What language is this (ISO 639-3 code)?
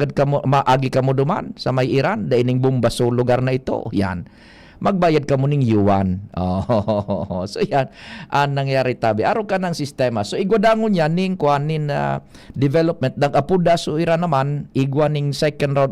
bik